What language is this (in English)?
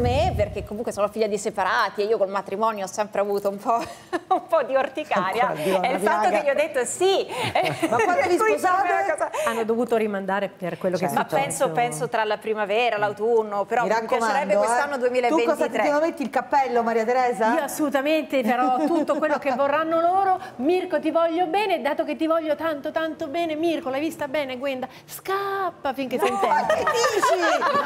Italian